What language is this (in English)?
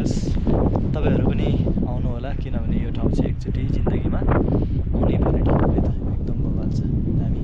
Nepali